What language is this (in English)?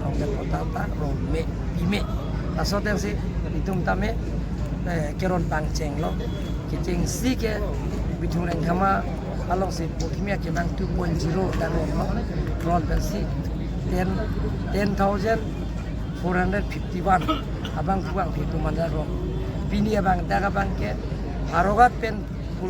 Karbi